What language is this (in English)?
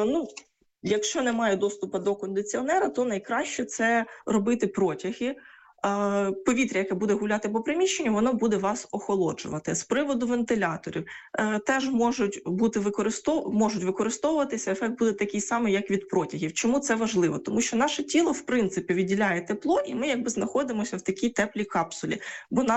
Ukrainian